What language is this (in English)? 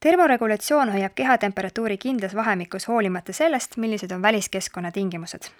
Estonian